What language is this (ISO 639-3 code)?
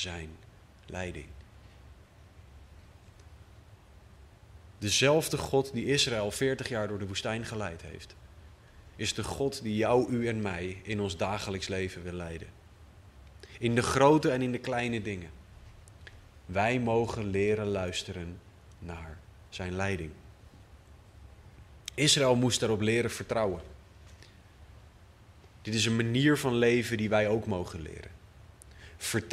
nld